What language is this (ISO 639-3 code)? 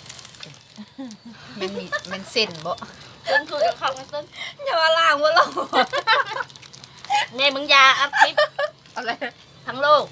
lao